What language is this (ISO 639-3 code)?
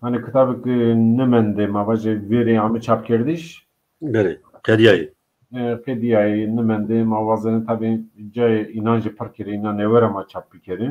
zza